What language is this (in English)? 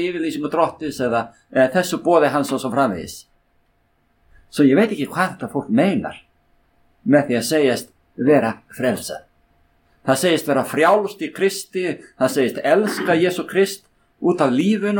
Icelandic